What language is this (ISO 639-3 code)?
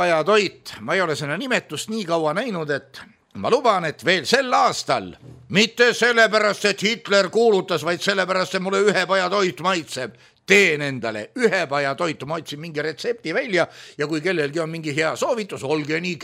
est